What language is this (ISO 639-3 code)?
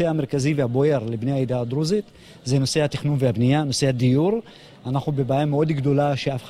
heb